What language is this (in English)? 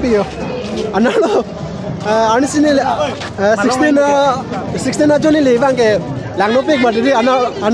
Karbi